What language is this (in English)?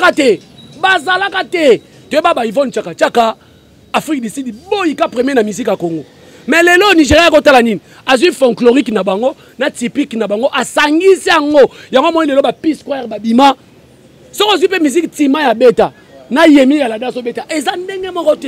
Lingala